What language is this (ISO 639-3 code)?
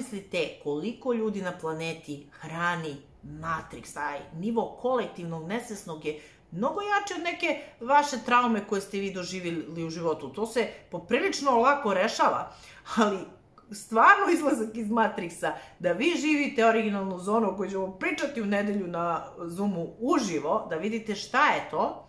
srp